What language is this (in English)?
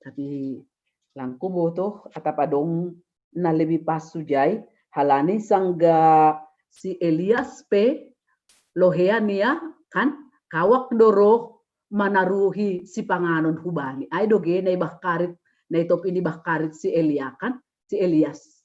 Batak Simalungun